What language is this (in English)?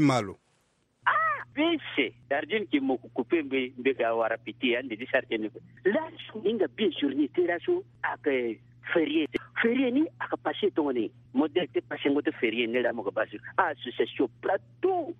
Sango